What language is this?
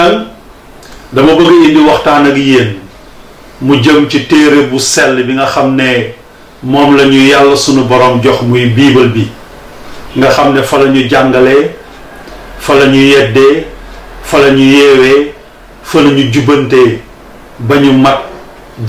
Wolof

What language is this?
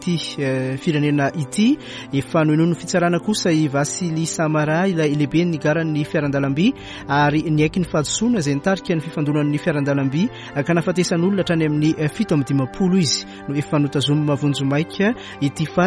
Malagasy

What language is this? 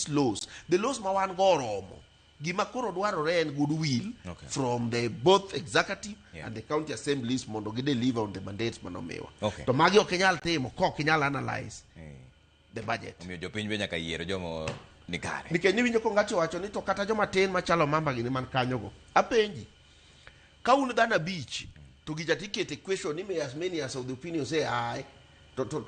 Luo (Kenya and Tanzania)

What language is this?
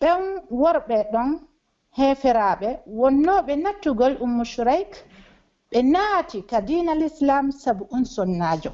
Pular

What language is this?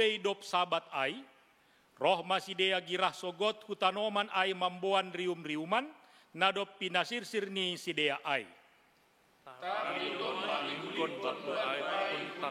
Batak Simalungun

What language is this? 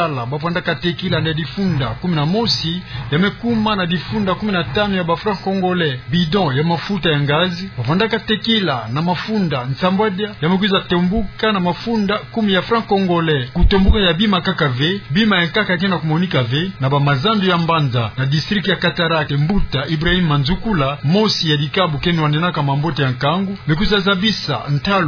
Kituba (Democratic Republic of Congo)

